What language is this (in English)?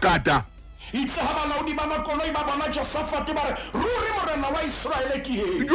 Southern Sotho